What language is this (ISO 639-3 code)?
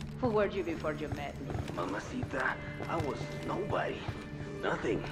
eng